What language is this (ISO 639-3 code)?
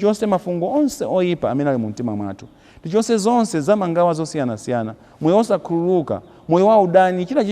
nya